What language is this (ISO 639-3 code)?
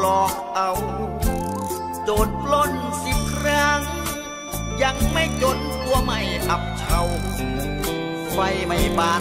tha